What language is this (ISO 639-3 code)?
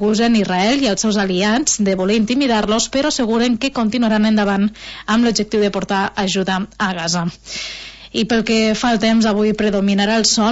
cat